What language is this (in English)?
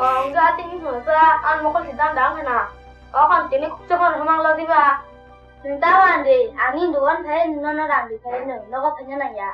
Kok Borok